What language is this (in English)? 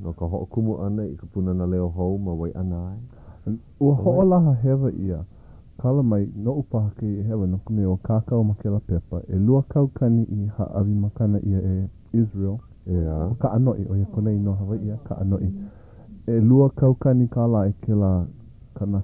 Hawaiian